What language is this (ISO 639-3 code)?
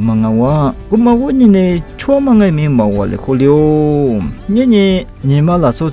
lis